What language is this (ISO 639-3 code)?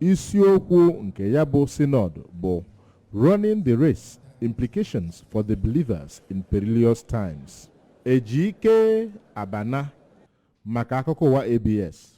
ibo